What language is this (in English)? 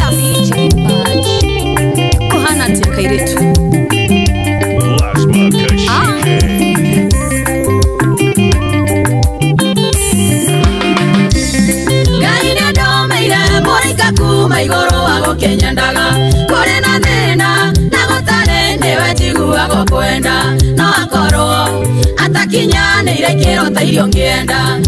Kikuyu